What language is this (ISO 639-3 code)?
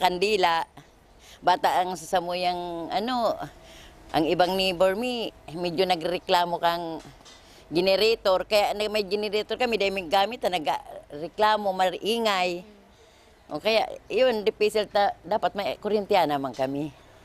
bik